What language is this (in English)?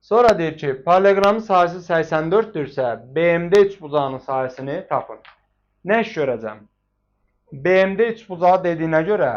Azerbaijani